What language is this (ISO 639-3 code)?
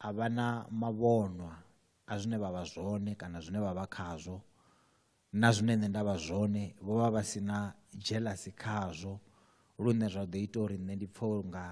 ven